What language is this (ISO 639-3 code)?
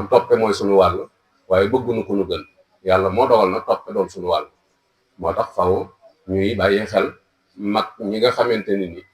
wol